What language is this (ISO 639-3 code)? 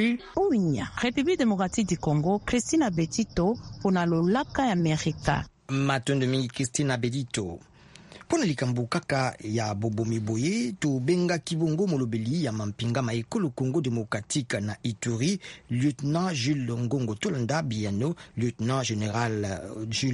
lin